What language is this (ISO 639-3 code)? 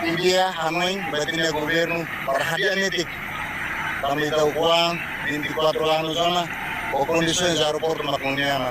tet